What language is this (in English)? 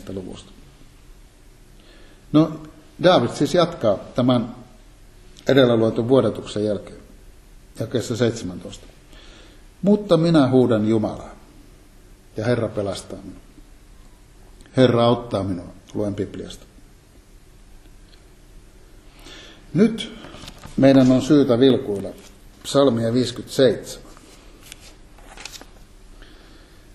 Finnish